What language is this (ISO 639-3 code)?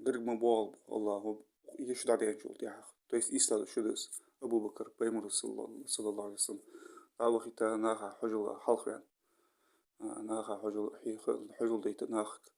inh